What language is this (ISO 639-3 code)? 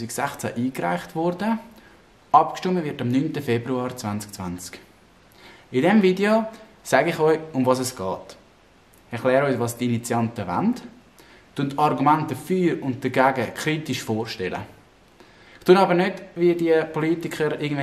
gsw